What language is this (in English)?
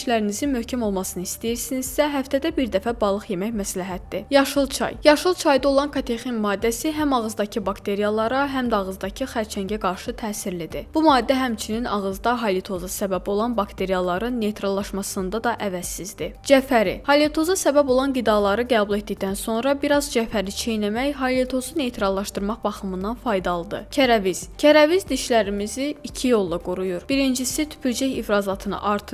Azerbaijani